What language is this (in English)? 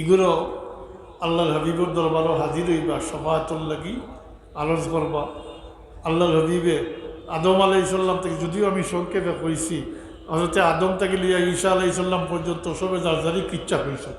Sylheti